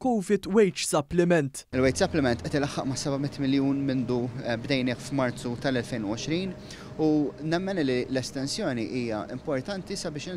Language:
Maltese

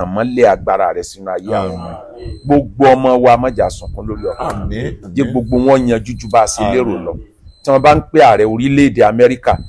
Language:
Yoruba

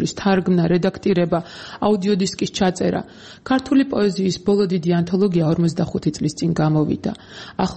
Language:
Georgian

